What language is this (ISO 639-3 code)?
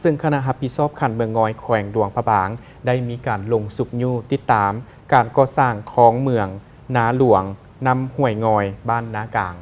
lao